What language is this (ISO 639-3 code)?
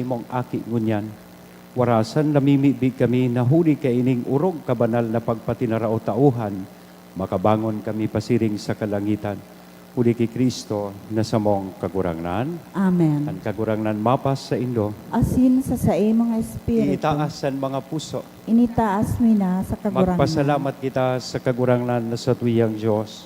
bik